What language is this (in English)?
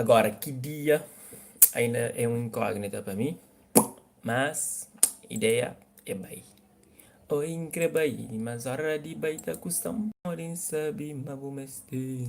Kabuverdianu